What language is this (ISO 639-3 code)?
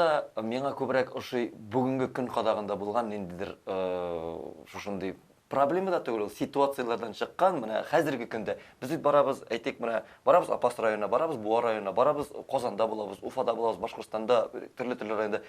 tat